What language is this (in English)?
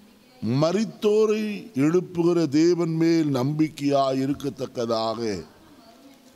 Tamil